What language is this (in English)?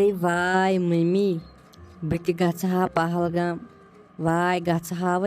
Kashmiri